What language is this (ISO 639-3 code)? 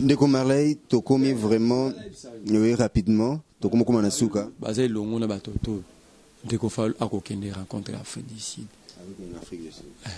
lin